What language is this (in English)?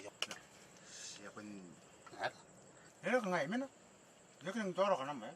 Gilbertese